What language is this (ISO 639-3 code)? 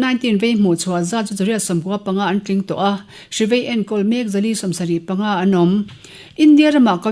lus